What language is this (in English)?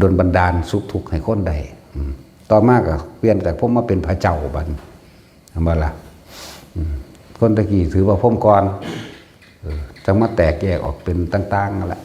Northeastern Thai